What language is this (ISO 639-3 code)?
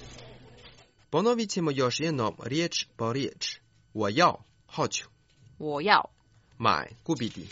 hrv